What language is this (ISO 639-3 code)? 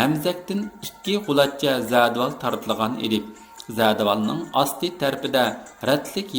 uig